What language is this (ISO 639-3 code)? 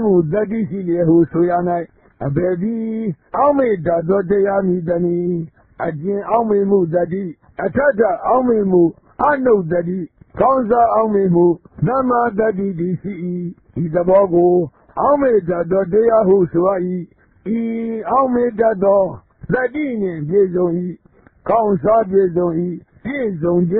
mya